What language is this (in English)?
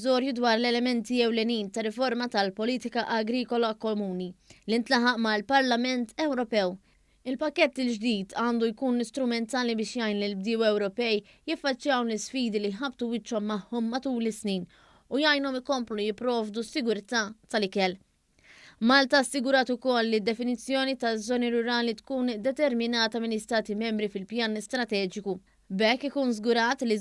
Maltese